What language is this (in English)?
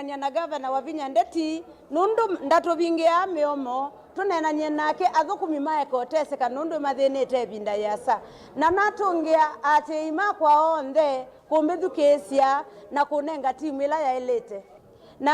Kamba